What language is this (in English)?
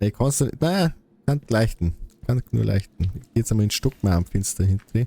Bavarian